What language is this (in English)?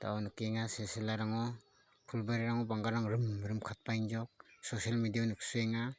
Garo